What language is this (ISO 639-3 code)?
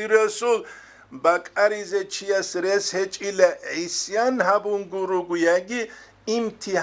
ava